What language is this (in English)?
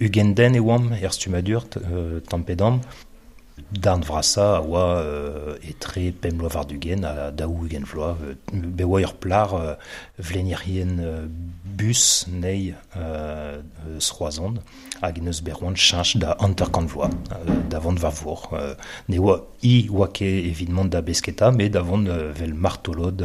Breton